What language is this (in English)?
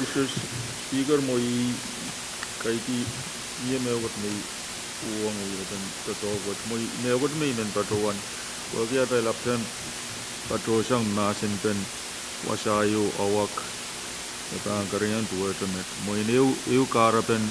Pohnpeian